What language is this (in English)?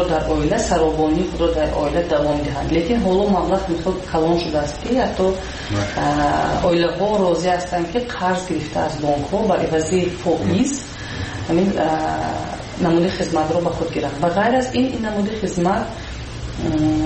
Persian